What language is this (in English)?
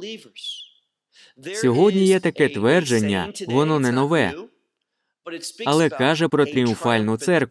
Ukrainian